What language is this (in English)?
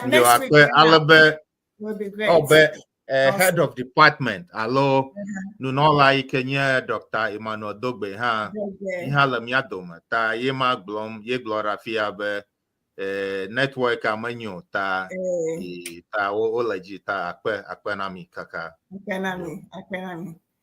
Ewe